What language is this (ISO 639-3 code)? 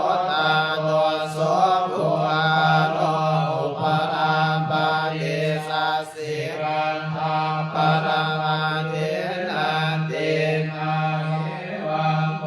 pli